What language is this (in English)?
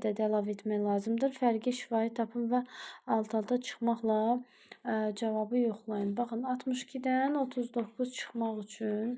Azerbaijani